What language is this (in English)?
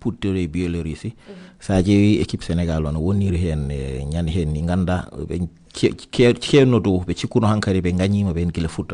Fula